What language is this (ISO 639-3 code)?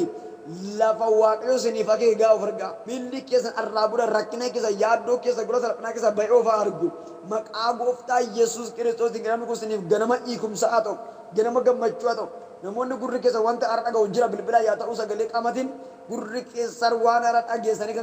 orm